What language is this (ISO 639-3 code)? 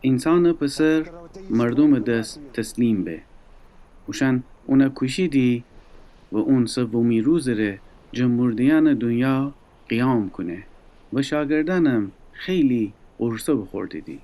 glk